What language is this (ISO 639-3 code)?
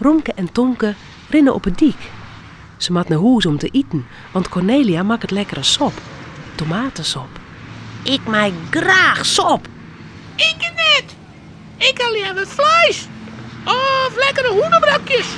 fry